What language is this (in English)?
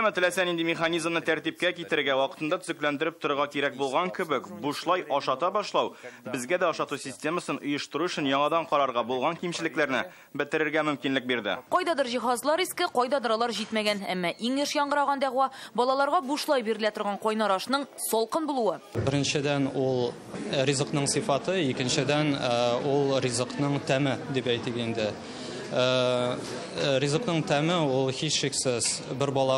Tatar